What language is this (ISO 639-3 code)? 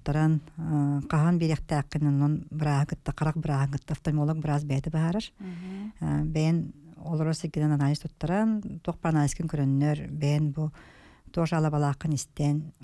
sah